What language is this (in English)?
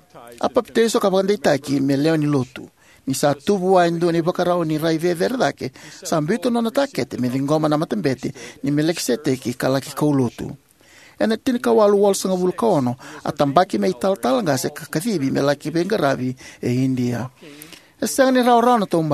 Fijian